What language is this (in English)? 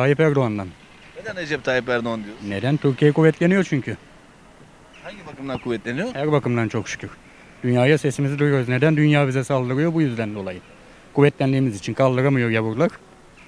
Turkish